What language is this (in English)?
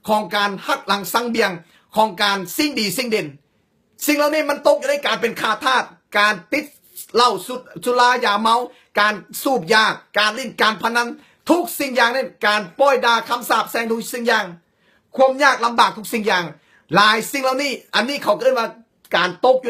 Lao